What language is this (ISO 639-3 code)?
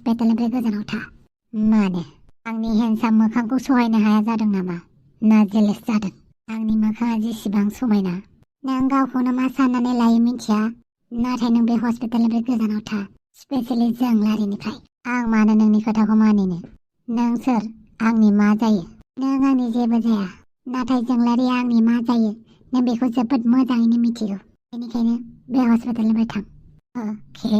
brx